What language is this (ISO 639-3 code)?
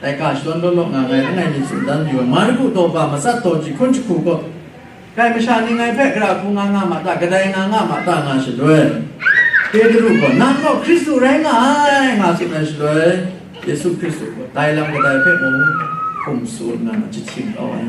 kac